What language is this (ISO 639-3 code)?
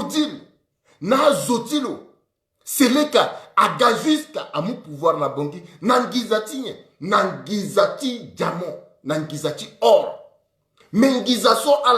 sag